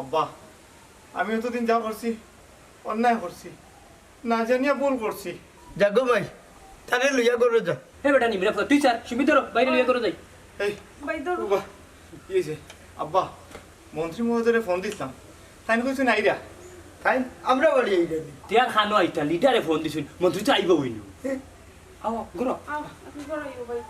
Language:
Sylheti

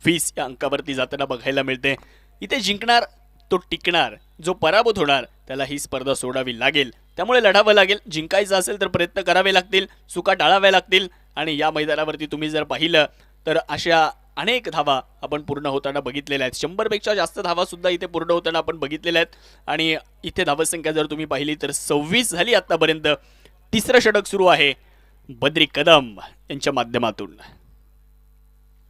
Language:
Marathi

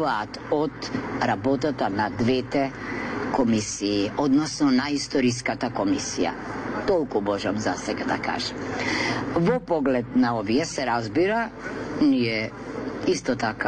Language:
Macedonian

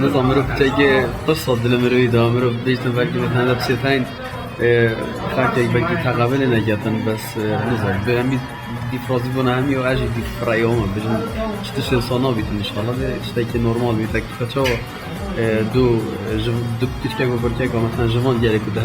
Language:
Kurdish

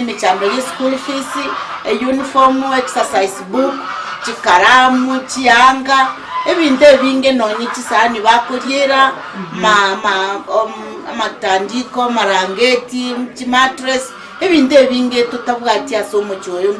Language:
Gusii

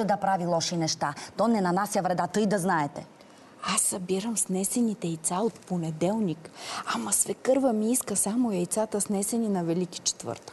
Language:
Bulgarian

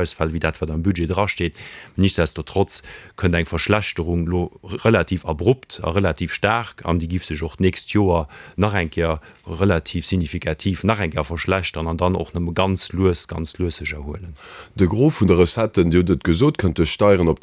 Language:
Luxembourgish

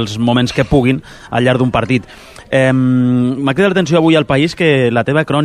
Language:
Catalan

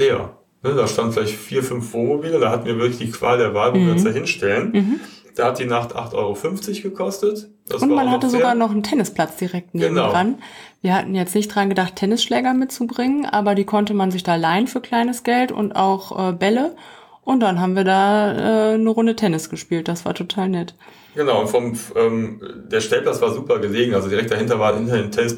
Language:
German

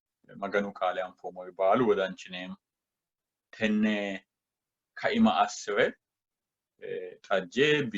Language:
Sidamo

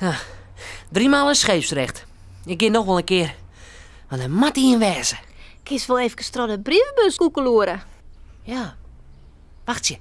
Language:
Western Frisian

